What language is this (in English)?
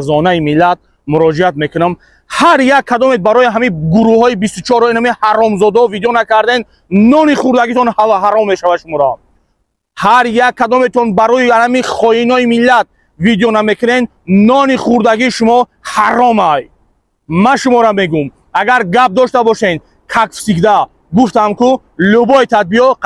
Tajik